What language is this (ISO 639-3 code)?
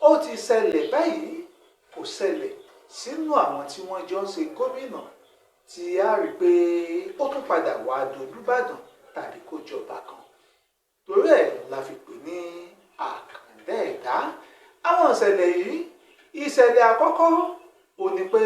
yor